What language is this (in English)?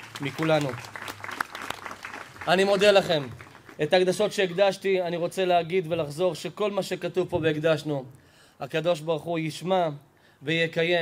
Hebrew